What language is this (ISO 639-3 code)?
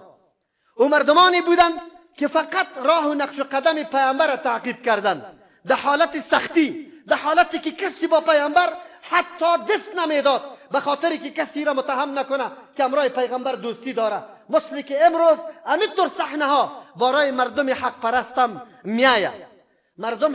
fas